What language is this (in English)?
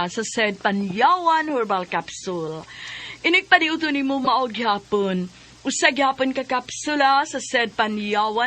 Cebuano